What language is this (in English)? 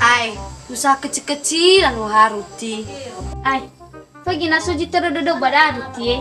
Nias